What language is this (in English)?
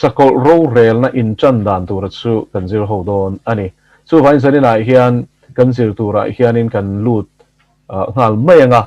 Mizo